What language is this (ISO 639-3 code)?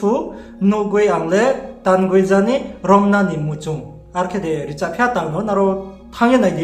ria